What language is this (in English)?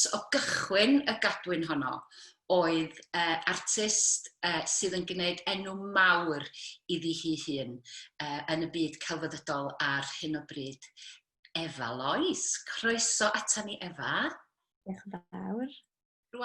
Welsh